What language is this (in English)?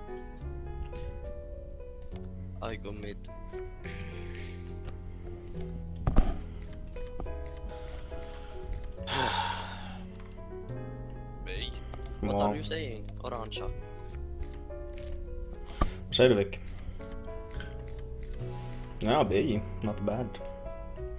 Swedish